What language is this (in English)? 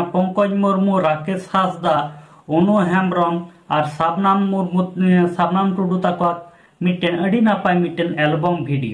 Santali